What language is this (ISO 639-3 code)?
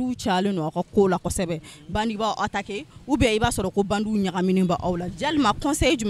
bam